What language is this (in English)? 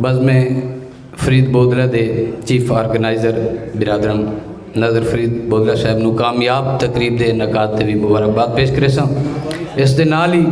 Saraiki